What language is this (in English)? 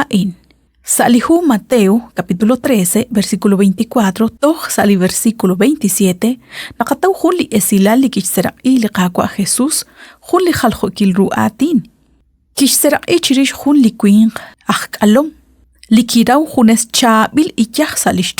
Kekchí